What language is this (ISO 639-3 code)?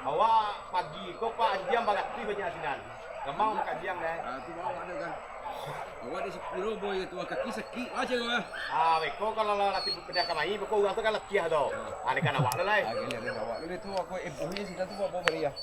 min